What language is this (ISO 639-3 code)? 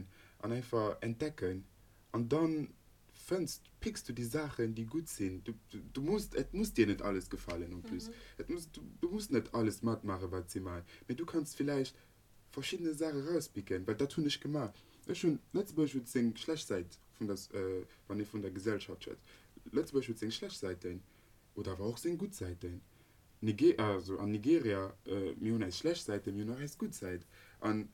ltz